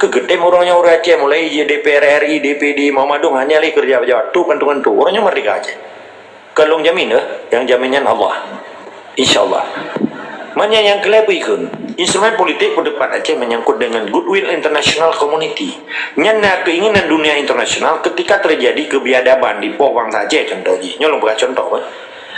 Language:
Achinese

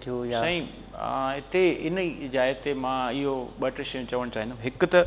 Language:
Sindhi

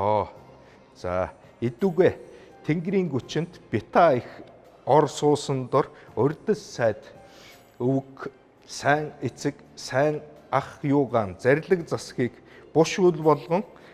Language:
Mongolian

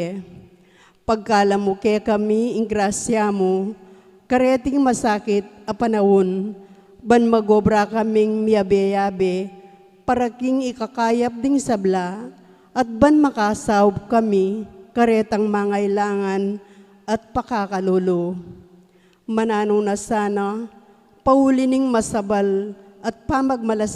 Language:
Pampanga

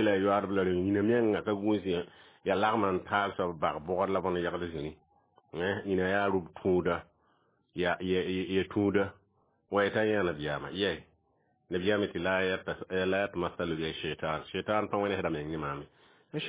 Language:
Mossi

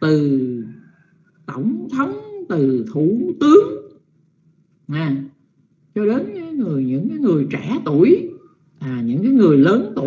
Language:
Vietnamese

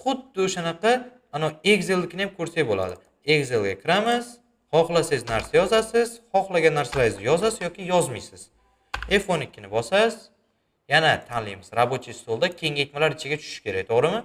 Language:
Uzbek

